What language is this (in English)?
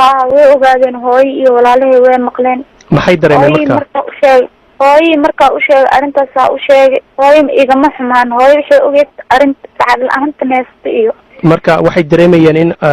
Somali